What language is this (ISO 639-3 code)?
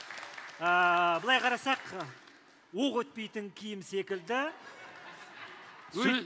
kaz